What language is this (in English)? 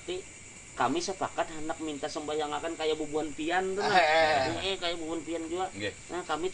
Banjar